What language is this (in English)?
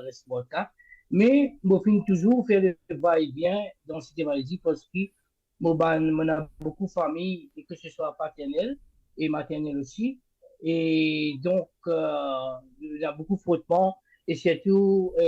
Morisyen